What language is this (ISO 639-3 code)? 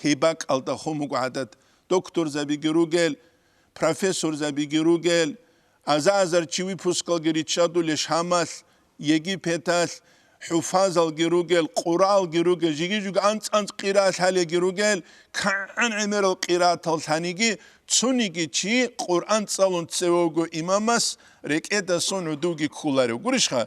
ava